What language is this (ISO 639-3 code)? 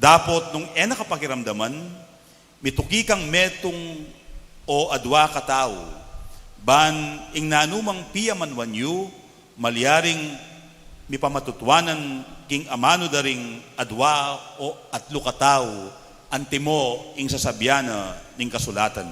pam